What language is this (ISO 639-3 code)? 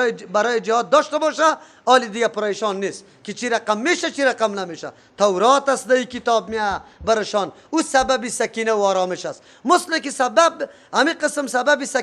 fas